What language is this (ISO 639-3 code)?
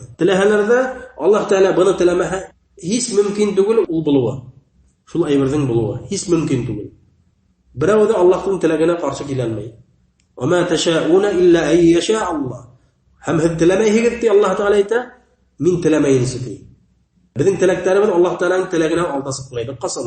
bak